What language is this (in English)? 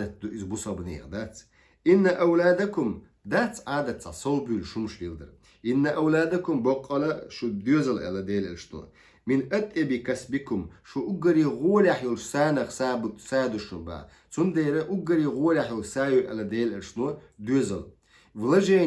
Chechen